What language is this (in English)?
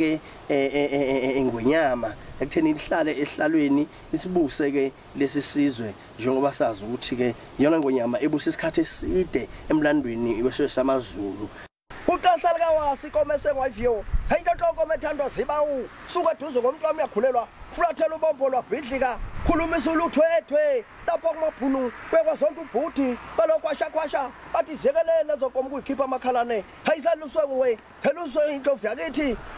Zulu